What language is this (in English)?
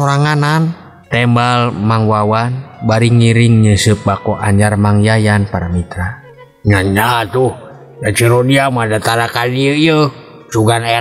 Sundanese